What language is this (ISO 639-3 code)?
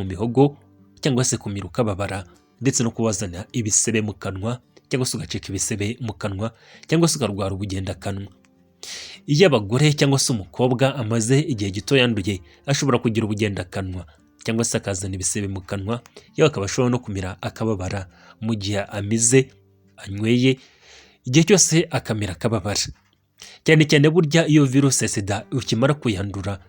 kin